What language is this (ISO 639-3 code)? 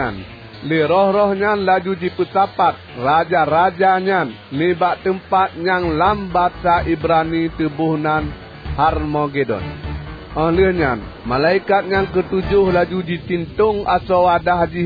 ace